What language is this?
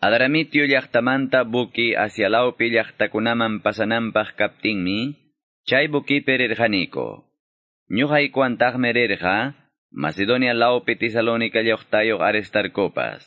Quechua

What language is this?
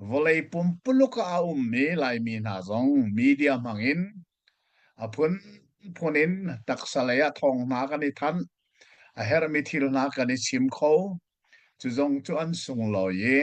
Hakha Chin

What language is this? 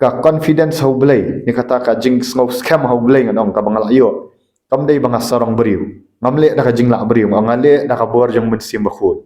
Khasi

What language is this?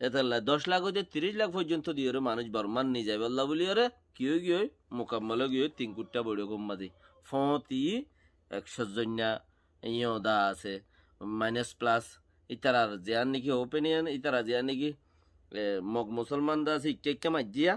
Rohingya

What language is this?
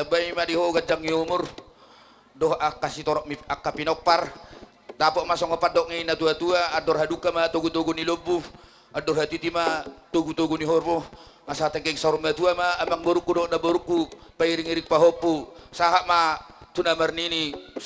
Batak Toba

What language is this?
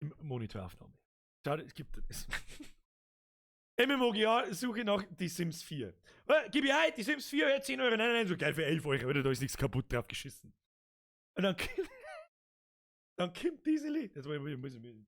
Bavarian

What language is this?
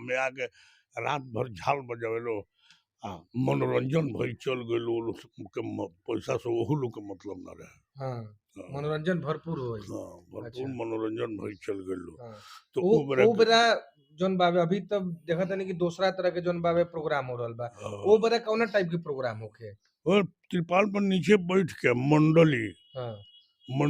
Bhojpuri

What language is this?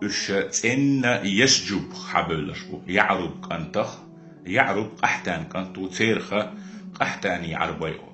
Chechen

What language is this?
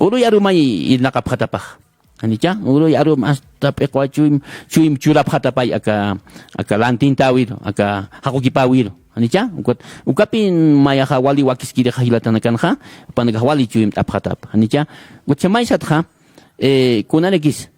Aymara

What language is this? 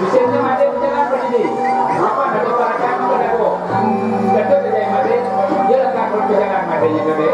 Balinese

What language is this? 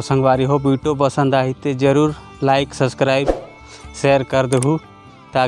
Chhattisgarhi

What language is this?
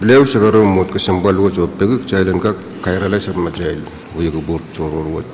Pohnpeian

